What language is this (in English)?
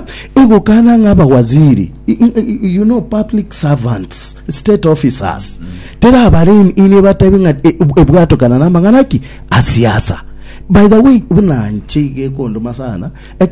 Gusii